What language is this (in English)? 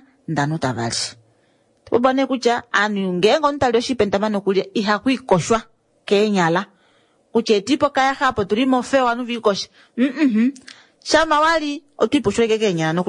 Kuanyama